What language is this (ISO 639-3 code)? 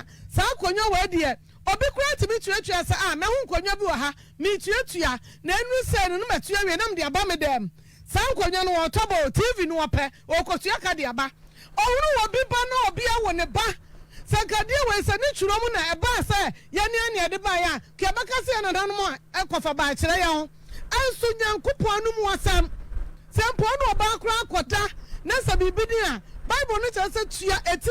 aka